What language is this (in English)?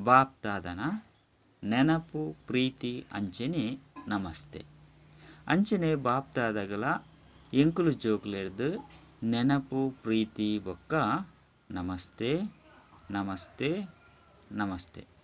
Tulu